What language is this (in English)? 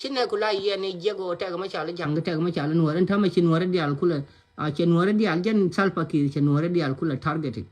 Nuer